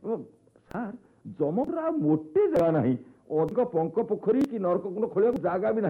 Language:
Odia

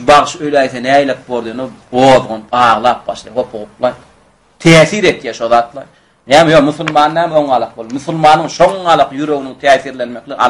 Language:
Turkmen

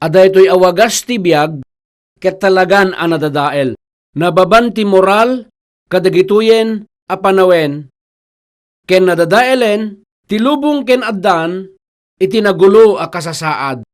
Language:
Iloko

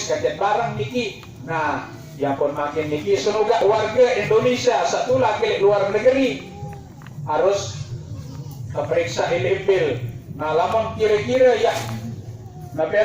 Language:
Sasak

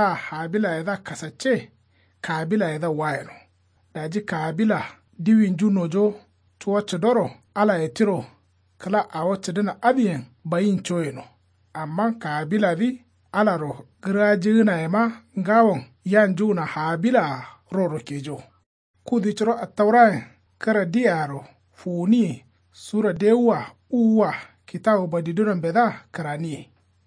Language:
Kanuri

